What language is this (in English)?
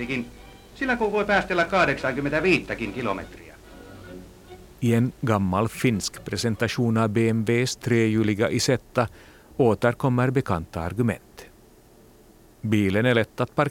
Swedish